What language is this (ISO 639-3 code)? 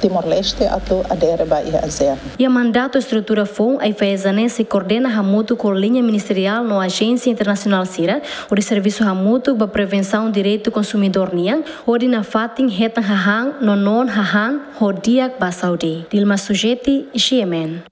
tet